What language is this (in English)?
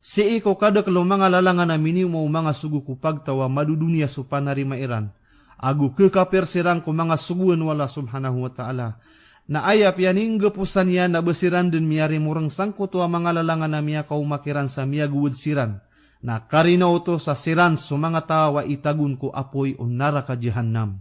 Maranao